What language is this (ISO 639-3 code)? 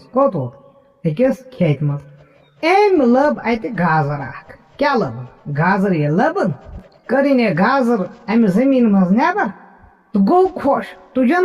kas